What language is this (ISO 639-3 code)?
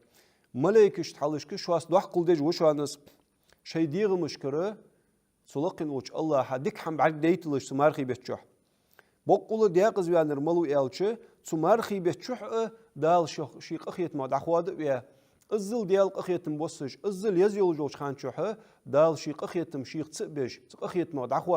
inh